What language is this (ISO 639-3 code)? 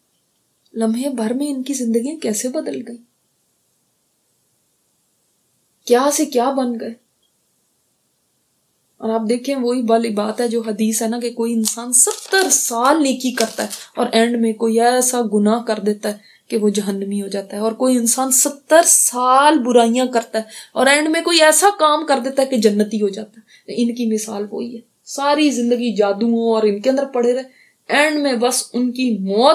urd